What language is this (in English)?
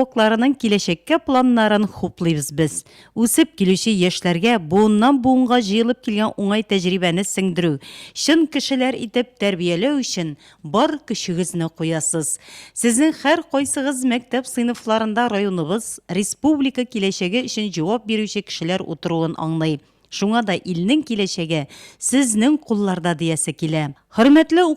Tatar